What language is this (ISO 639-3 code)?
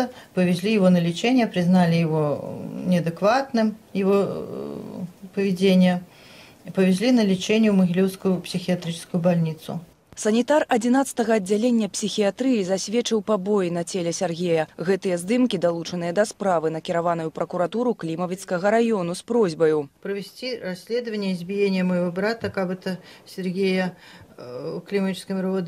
bel